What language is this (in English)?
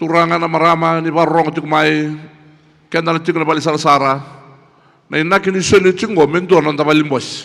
Fijian